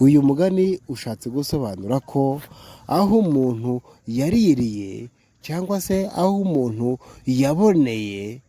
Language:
Kinyarwanda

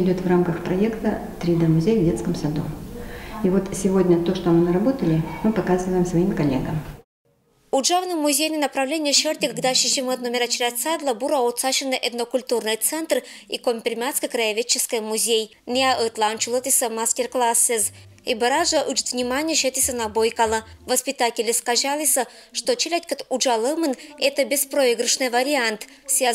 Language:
Komi-Permyak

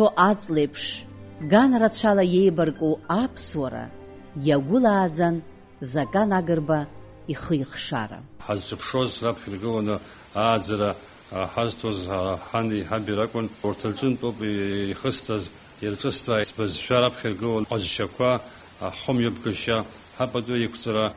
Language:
Abkhazian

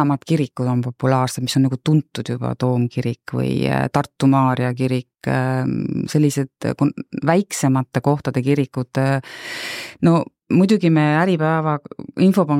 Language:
Estonian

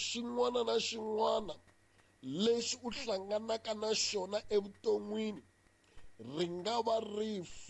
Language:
Tsonga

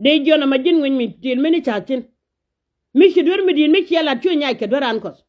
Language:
Nuer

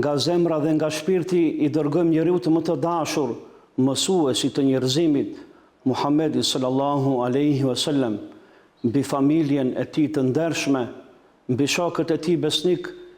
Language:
Albanian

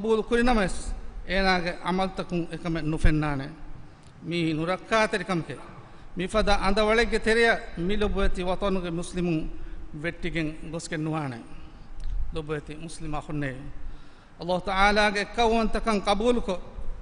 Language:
Divehi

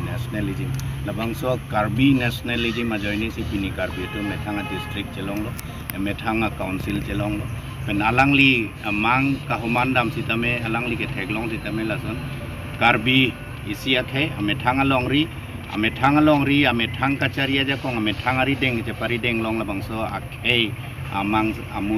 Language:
Karbi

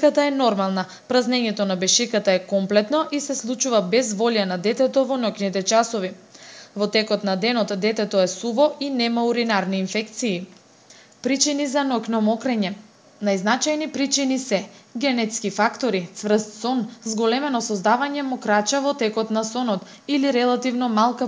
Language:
Macedonian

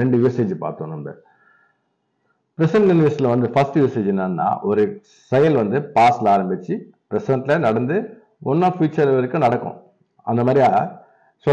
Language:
Tamil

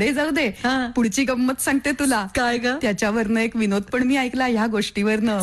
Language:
Marathi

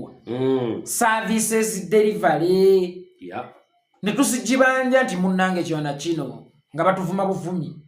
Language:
Ganda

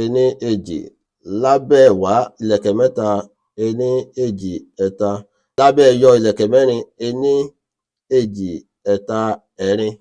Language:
Yoruba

